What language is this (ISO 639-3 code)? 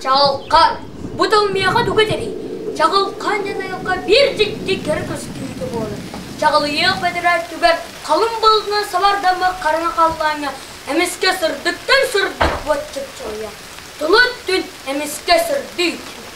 sah